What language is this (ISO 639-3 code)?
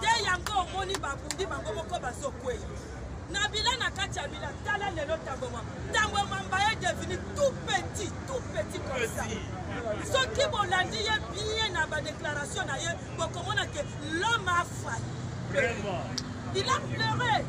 lin